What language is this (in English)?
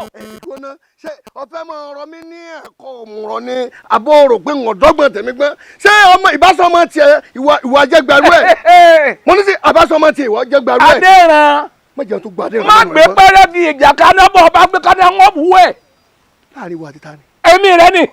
Yoruba